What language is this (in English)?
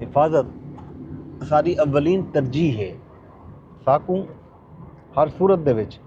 Saraiki